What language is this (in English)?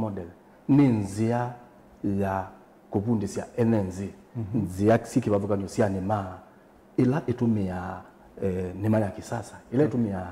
Kamba